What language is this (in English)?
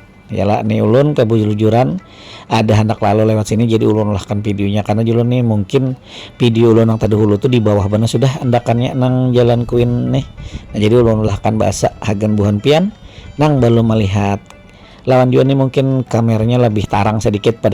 Banjar